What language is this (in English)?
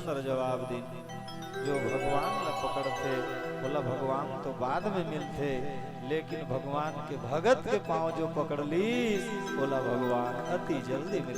Chhattisgarhi